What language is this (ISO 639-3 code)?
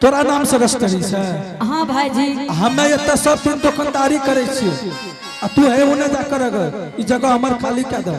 anp